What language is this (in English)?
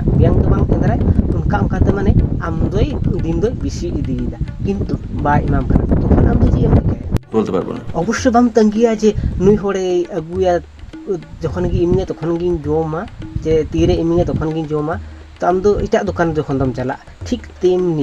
Santali